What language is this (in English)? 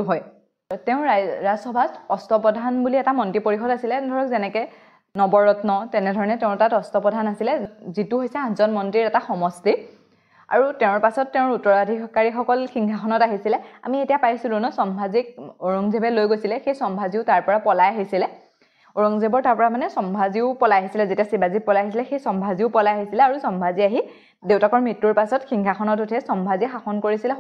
Assamese